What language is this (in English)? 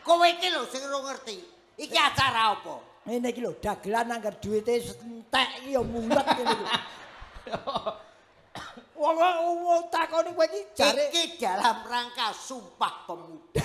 Javanese